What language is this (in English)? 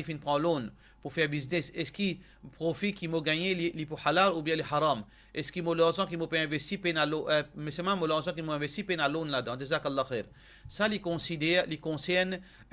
Morisyen